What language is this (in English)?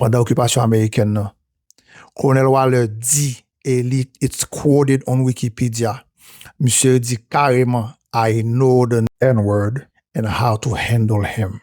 Haitian Creole